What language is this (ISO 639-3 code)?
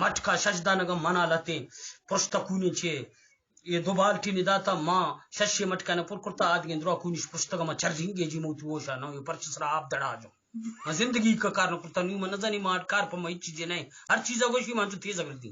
bgp